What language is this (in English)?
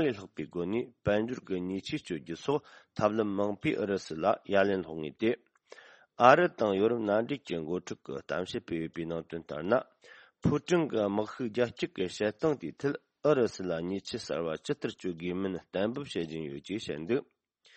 Tibetan